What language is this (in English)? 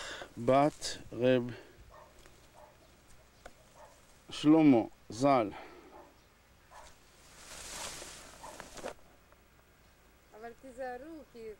Hebrew